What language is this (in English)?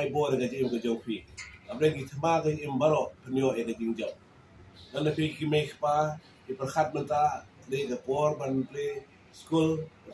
Khasi